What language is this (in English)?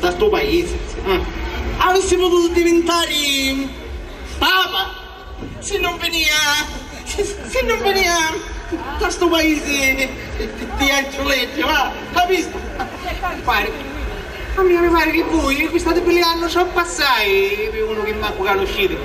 Sicilian